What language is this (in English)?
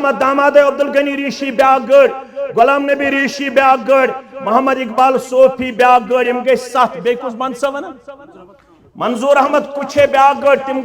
Kashmiri